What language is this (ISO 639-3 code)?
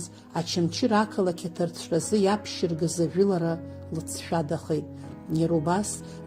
abk